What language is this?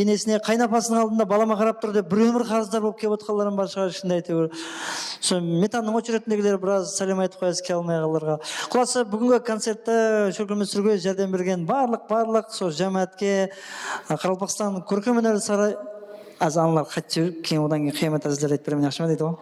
Kara-Kalpak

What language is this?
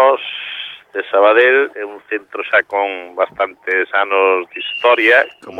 Galician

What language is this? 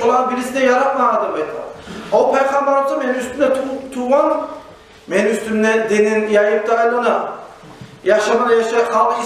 Kumyk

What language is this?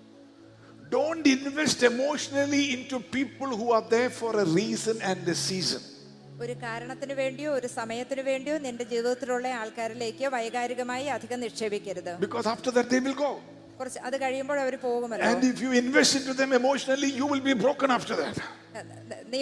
Malayalam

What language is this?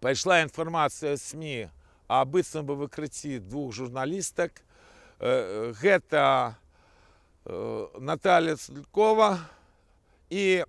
Belarusian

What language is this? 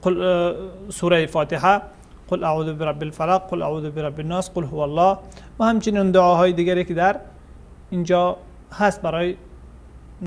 Persian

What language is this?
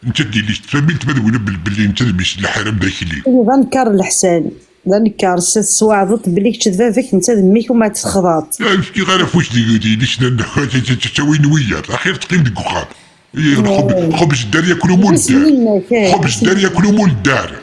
Kabyle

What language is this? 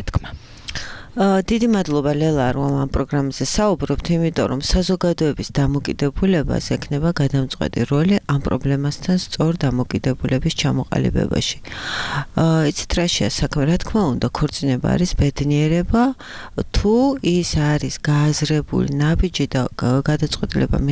Georgian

